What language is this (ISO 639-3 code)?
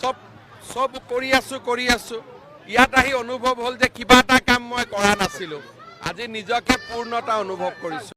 asm